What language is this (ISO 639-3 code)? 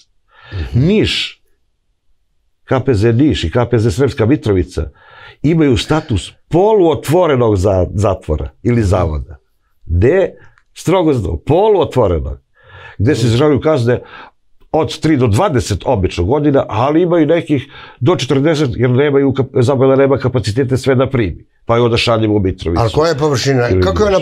srp